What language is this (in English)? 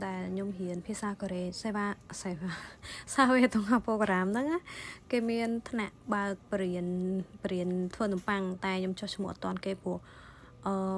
Khmer